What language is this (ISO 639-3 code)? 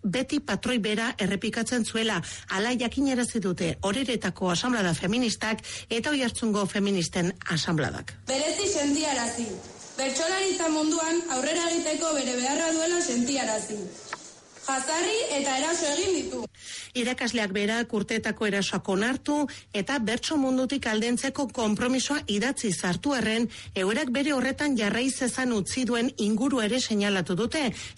eus